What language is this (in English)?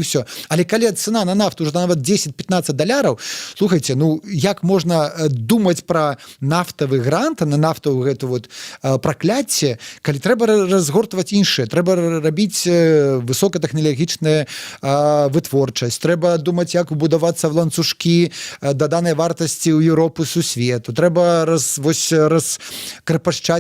Belarusian